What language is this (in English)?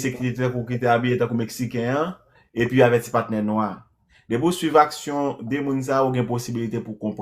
Haitian Creole